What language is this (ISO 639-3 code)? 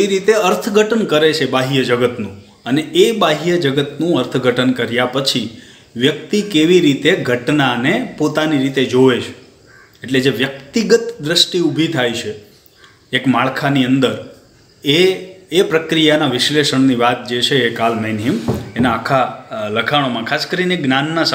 guj